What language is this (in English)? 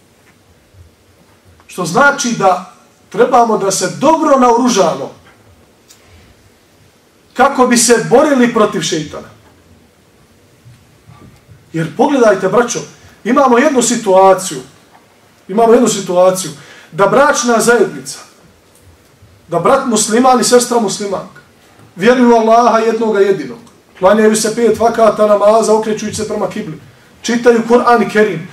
Bosnian